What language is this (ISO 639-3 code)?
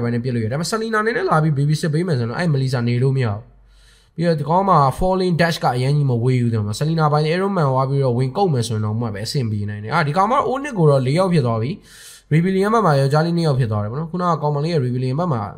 mya